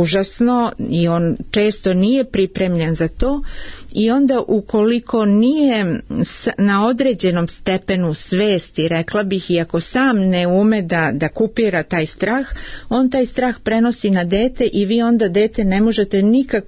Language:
Serbian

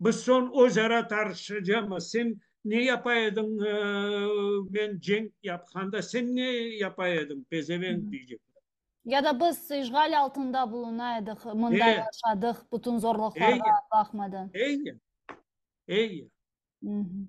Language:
Crimean Tatar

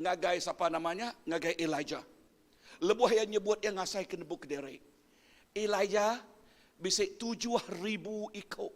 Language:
Iban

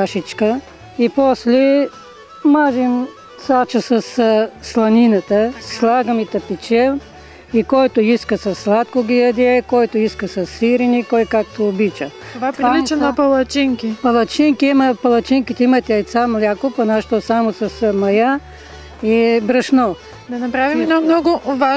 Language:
Bulgarian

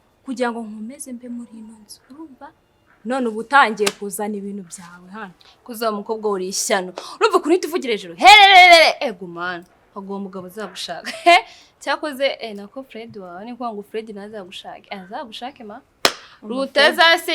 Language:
Kinyarwanda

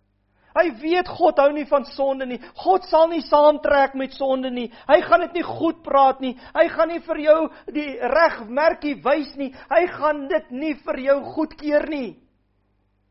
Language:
Afrikaans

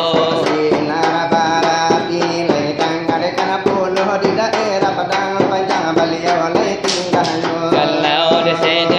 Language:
Minangkabau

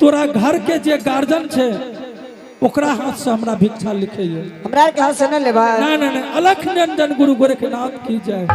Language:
Angika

